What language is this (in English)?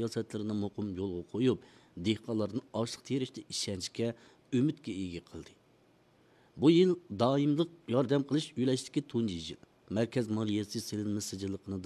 Uyghur